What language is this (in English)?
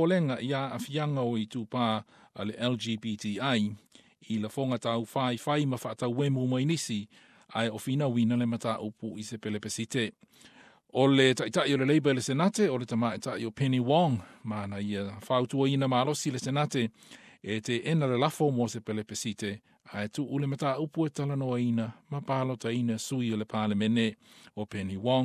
Samoan